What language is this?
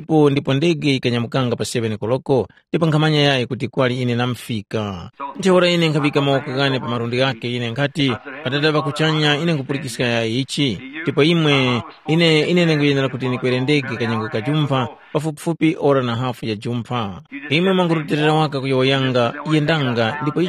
Tumbuka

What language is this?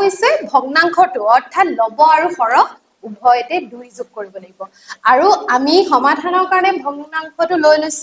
Assamese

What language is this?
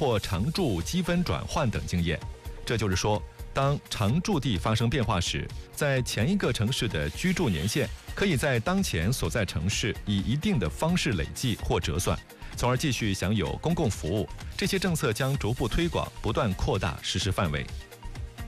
Chinese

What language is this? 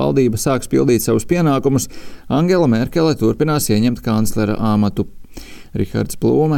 Latvian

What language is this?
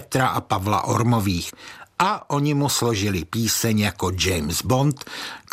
Czech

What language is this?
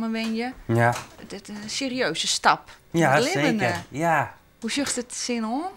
Western Frisian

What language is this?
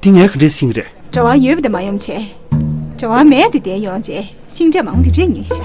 Tibetan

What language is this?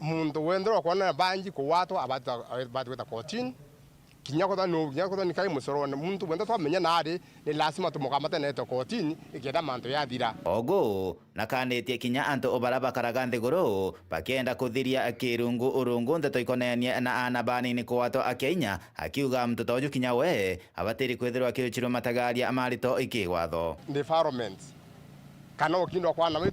Meru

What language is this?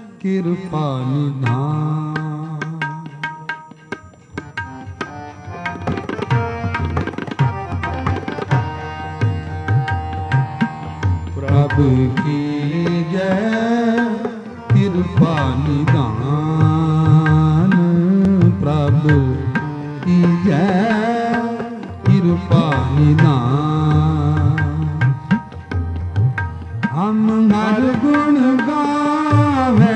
Punjabi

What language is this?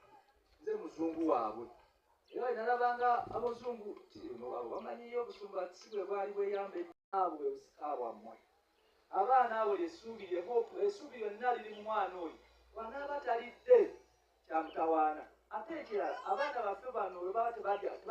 Ganda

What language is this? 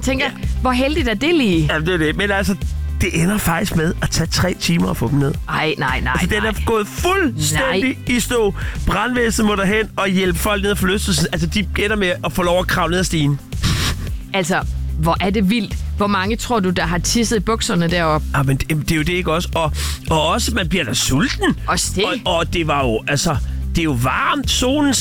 Danish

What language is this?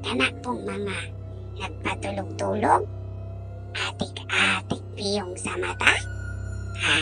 Cebuano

